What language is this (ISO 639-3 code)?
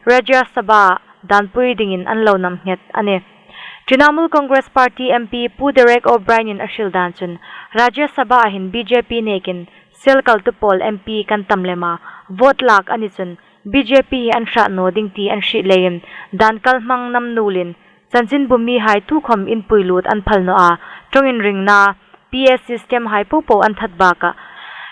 hmr